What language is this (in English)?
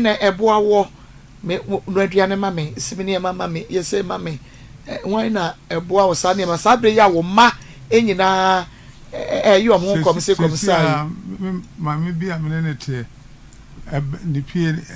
Akan